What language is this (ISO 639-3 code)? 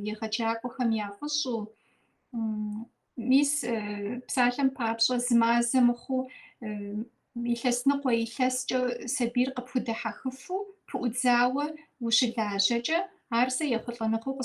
kbd